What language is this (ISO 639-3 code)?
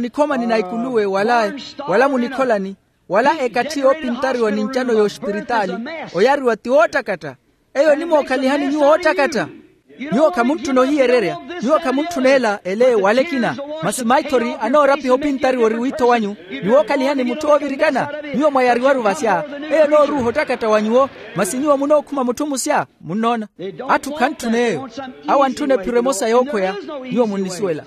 vmw